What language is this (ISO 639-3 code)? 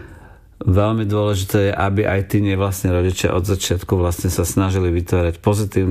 slk